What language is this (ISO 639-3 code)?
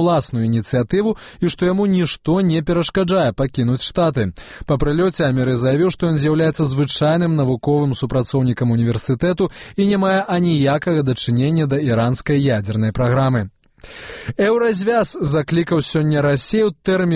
bel